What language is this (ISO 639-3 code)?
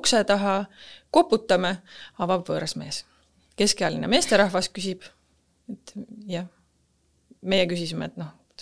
est